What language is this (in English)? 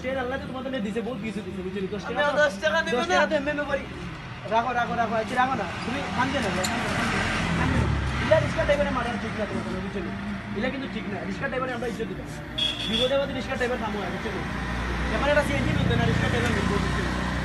Sylheti